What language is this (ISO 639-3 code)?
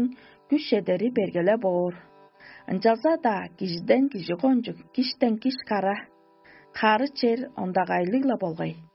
tyv